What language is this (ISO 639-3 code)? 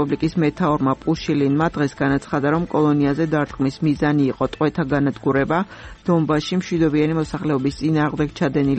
kat